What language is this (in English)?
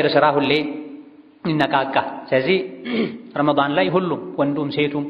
Amharic